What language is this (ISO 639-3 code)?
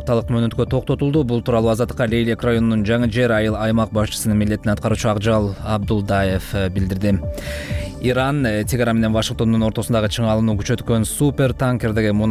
kir